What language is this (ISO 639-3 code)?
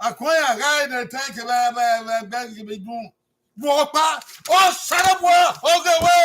bin